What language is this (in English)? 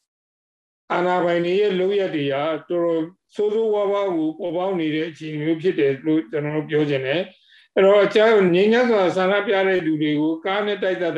Burmese